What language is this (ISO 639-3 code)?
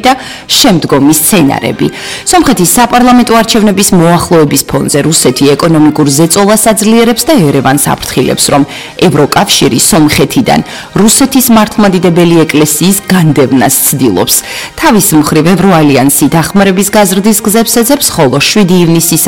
kat